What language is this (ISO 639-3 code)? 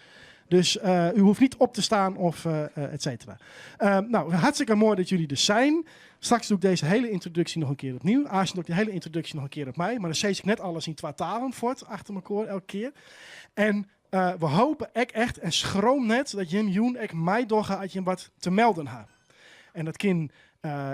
fry